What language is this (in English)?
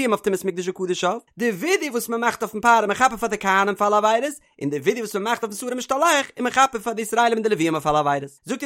Yiddish